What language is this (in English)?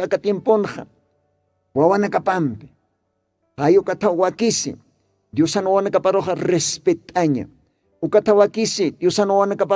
Aymara